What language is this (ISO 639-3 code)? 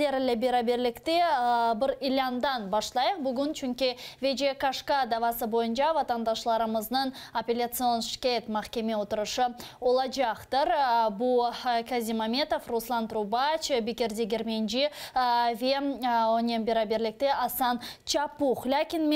crh